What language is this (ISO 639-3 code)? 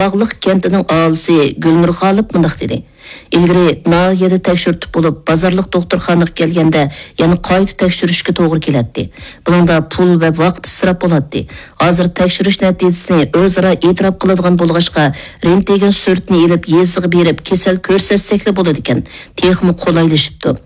uig